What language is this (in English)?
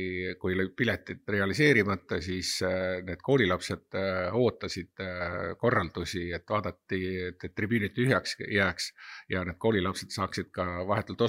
Estonian